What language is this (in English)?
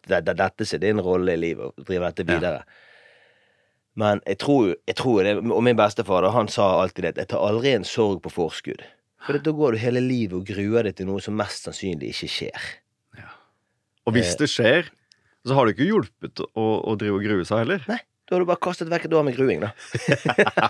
Norwegian